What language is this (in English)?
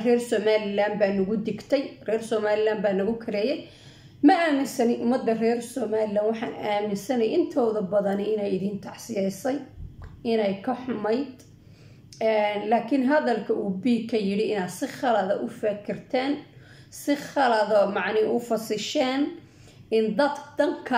Somali